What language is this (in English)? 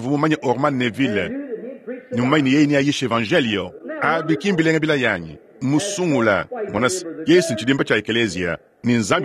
Luba-Lulua